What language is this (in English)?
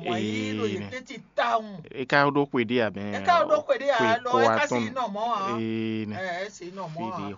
Fon